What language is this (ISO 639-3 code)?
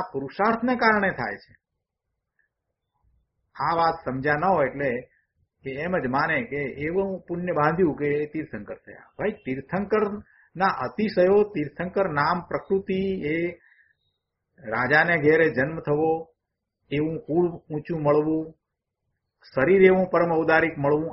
guj